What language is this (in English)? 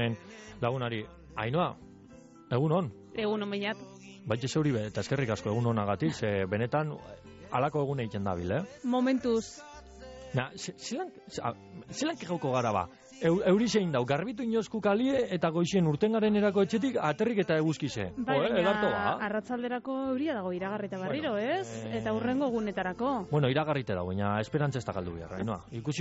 Basque